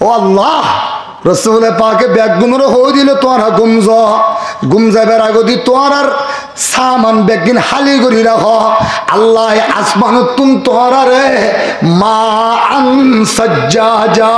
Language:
Rohingya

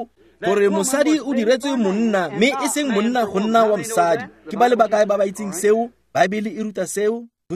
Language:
Tswana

